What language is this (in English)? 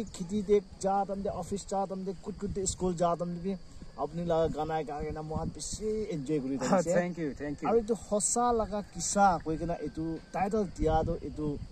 Naga Pidgin